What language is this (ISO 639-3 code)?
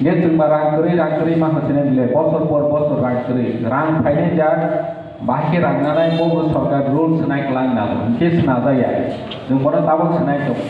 trp